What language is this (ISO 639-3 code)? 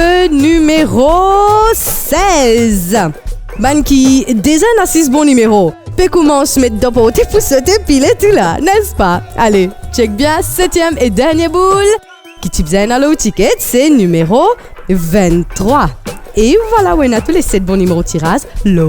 mfe